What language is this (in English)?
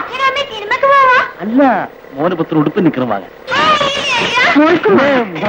Malayalam